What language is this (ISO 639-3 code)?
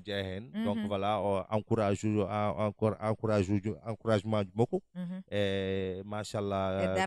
ful